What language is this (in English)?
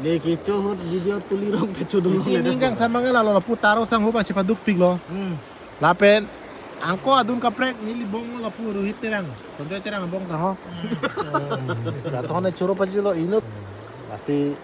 Karbi